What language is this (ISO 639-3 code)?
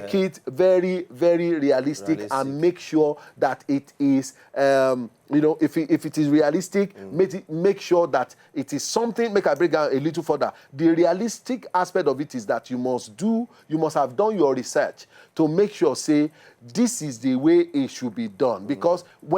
pcm